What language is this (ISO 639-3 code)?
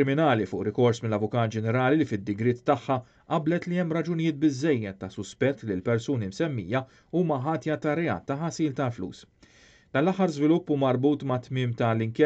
mlt